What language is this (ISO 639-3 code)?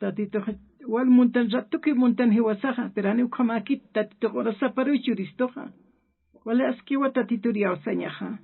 aym